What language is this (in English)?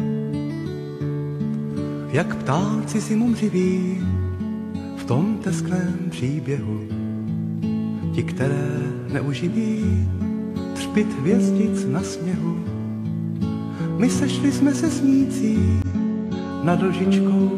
Czech